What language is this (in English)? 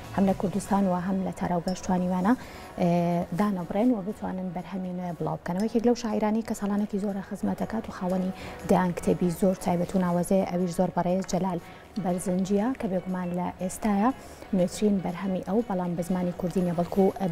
Central Kurdish